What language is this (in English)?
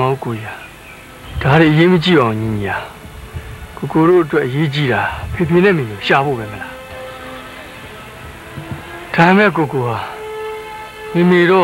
Burmese